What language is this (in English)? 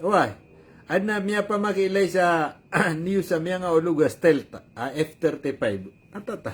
Maranao